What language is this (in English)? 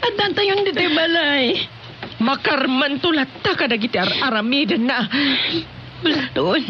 Iloko